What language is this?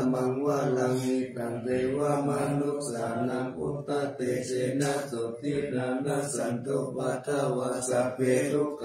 Pali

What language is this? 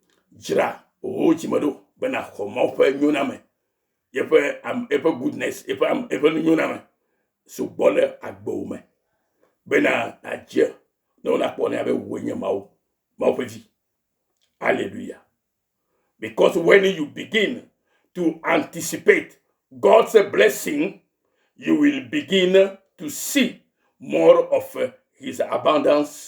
Ewe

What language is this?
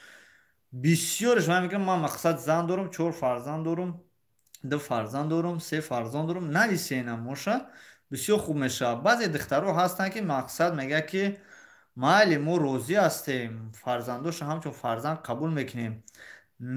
Tajik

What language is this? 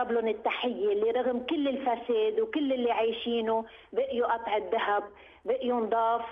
North Levantine Arabic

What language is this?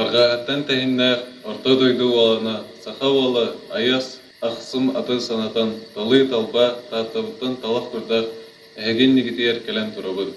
Yakut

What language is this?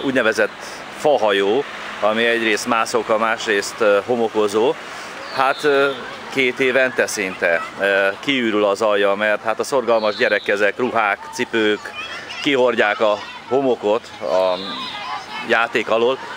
Hungarian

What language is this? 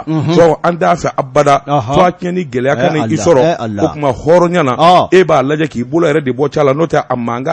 Bambara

